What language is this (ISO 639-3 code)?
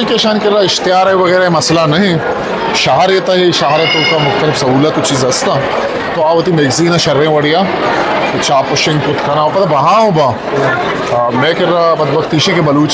bgp